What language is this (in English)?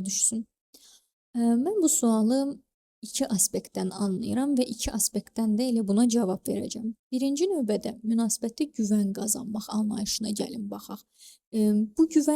Azerbaijani